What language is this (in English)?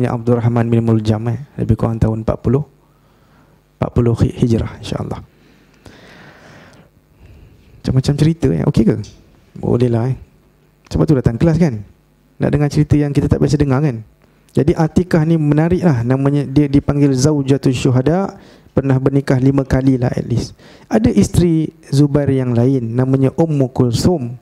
Malay